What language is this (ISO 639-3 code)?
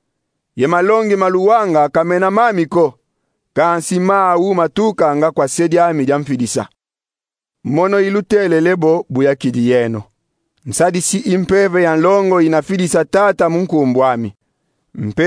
kon